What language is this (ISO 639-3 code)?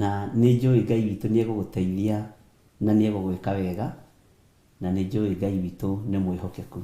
kik